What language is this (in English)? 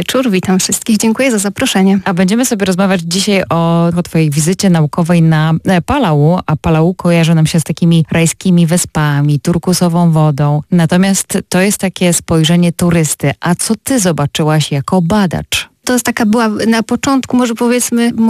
Polish